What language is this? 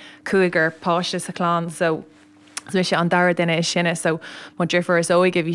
Irish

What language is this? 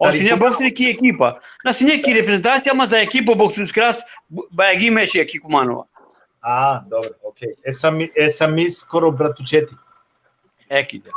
Balkan Romani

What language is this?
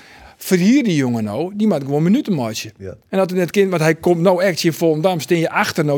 Western Frisian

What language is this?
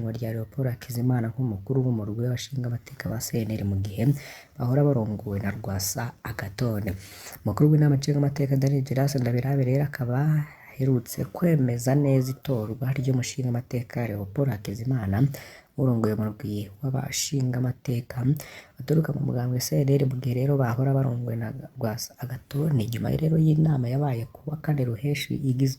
Rundi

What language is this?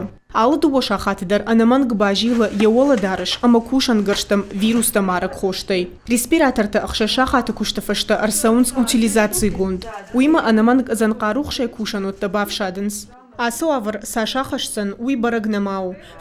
Ossetic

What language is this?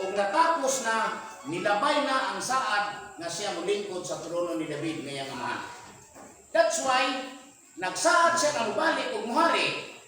Cebuano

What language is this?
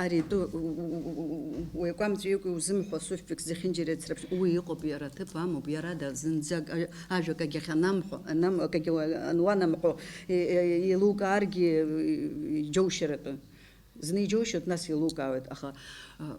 Abkhazian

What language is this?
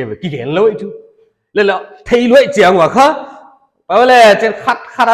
Paite Chin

